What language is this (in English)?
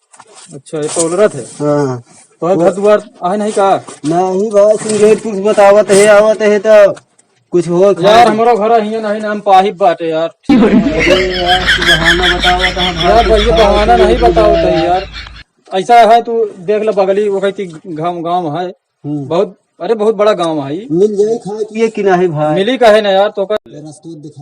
Awadhi